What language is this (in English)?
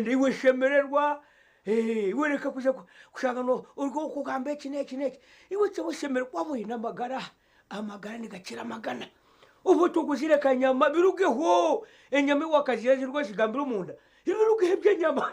Nyankole